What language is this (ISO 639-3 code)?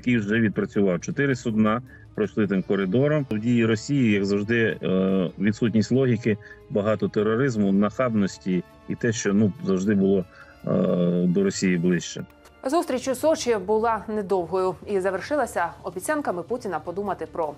ukr